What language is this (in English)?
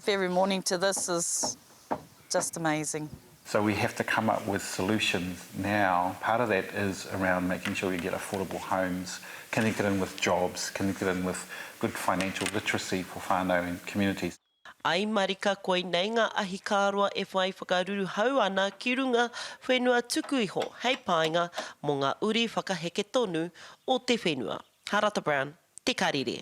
Māori